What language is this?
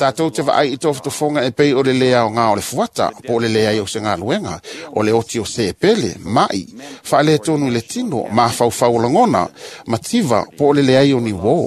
Samoan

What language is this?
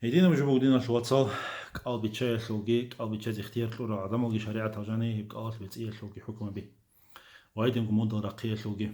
Avaric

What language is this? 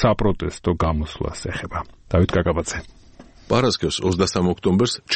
Georgian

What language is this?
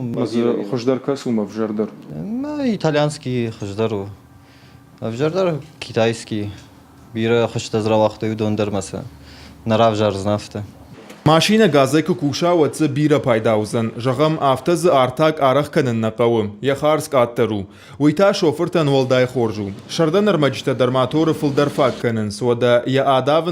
Ossetic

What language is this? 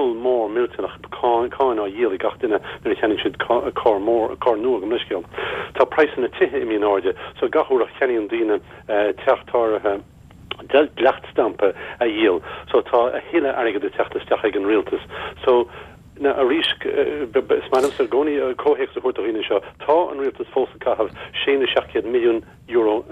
Irish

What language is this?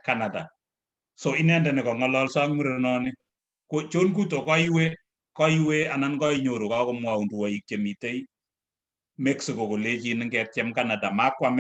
Kalenjin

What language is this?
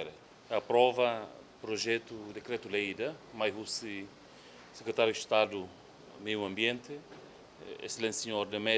Tetum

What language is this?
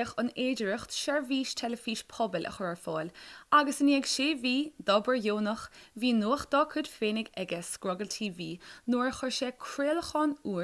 Irish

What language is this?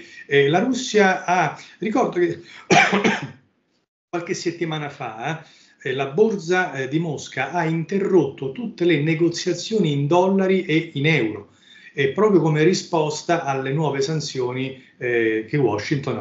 Italian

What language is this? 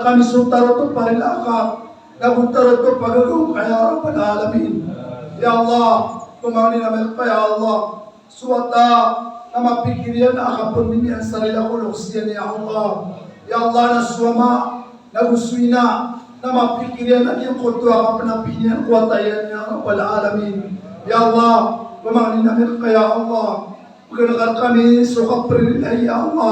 Maranao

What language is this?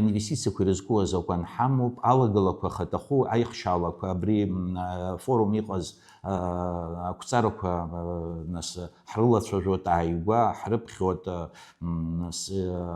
Abkhazian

